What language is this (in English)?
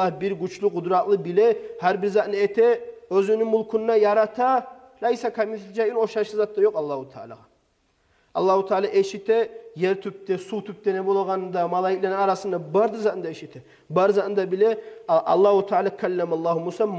Kumyk